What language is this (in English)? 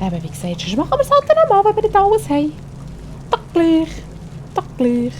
Swiss German